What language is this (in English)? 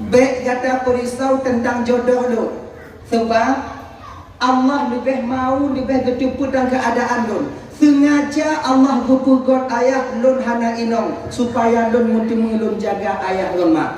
Achinese